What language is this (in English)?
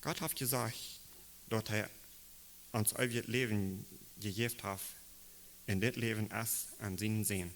Plautdietsch